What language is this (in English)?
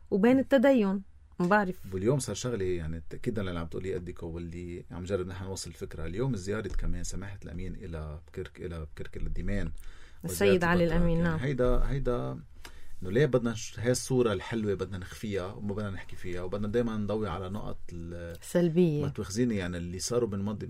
North Levantine Arabic